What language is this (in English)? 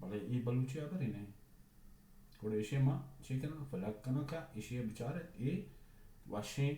Baluchi